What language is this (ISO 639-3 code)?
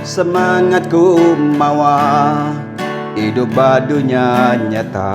iba